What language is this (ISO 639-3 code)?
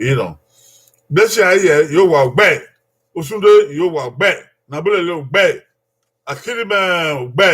bin